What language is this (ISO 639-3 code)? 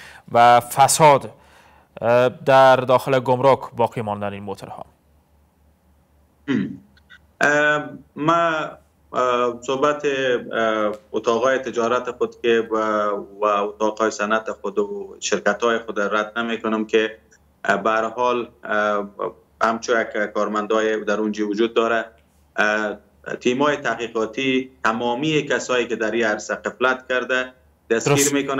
fas